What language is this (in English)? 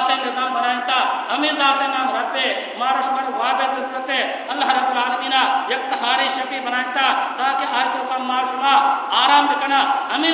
Baluchi